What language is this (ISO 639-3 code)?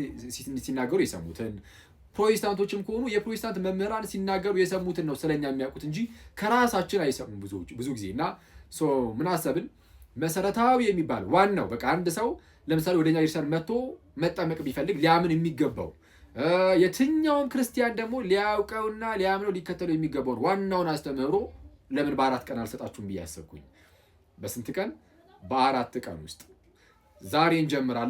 amh